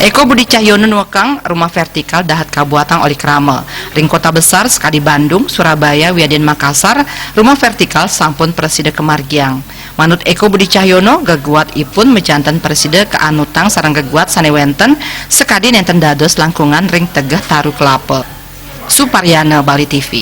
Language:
Balinese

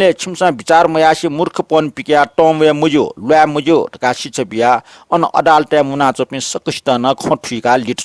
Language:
Newari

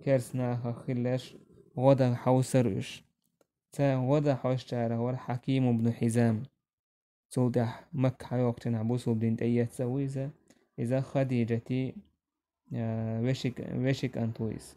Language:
Chechen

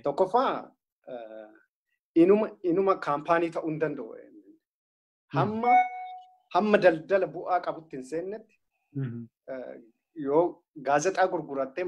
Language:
Oromo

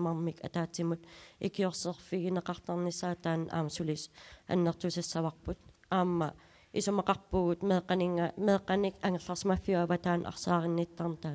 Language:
Kalaallisut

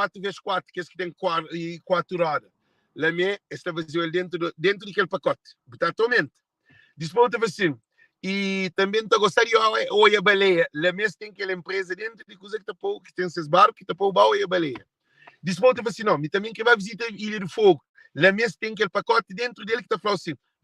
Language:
Kabuverdianu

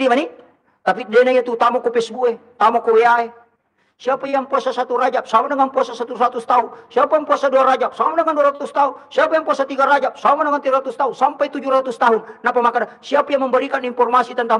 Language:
Buginese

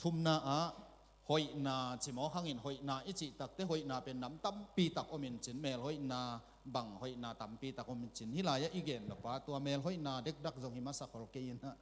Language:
Tedim Chin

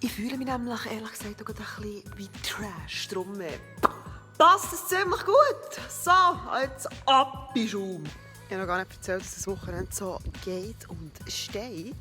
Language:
Swiss German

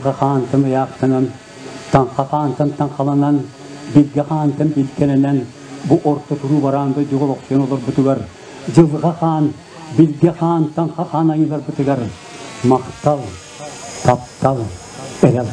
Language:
Yakut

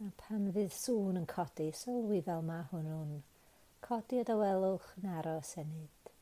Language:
Welsh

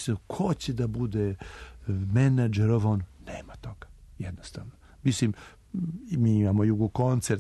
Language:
Serbian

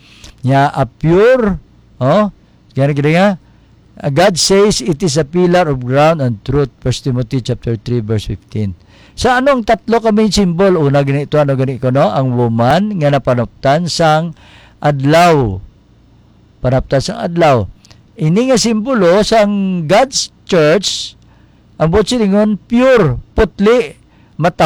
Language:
Hiligaynon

